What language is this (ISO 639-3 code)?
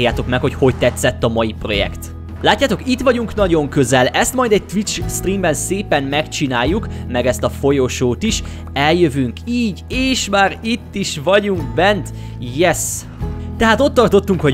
hun